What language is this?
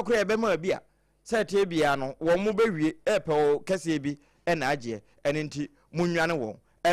Akan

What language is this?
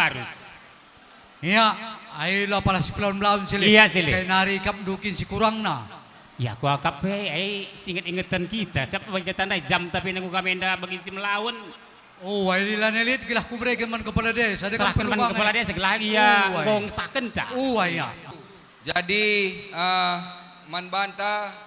Batak Karo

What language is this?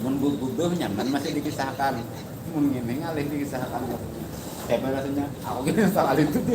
Banjar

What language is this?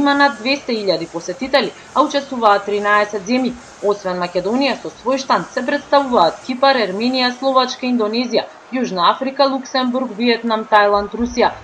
Macedonian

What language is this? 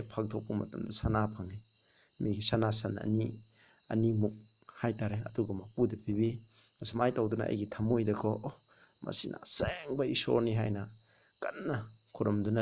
Manipuri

